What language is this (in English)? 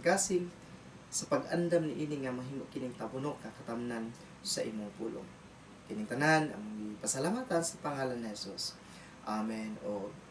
Cebuano